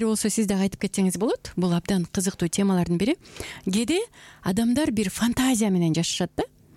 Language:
Kyrgyz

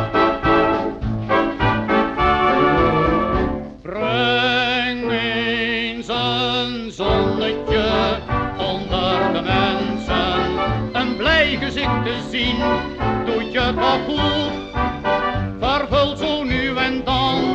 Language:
Dutch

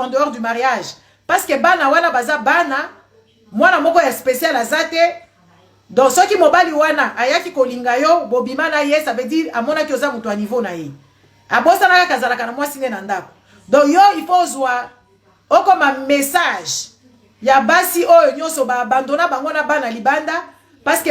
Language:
Lingala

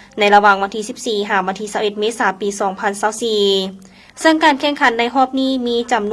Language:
Lao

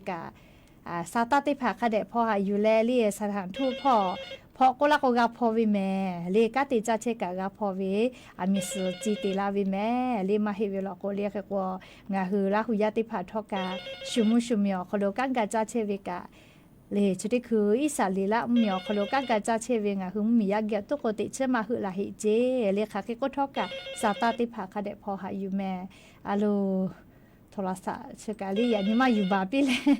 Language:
Lahu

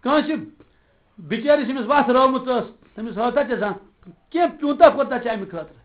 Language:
Kashmiri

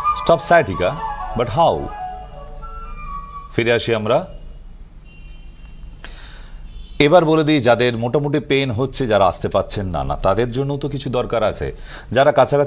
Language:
Bangla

